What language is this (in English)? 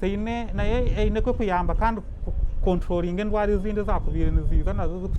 Nyankole